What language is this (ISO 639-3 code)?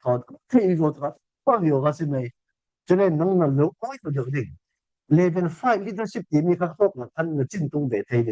cfm